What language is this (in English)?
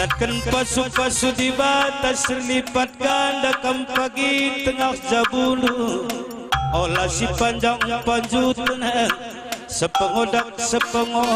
Batak Karo